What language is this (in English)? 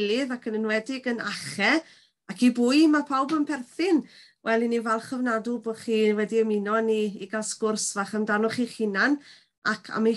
Welsh